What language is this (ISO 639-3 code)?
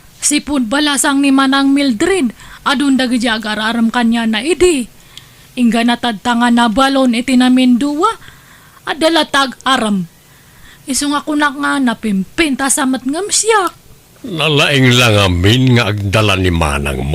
ilo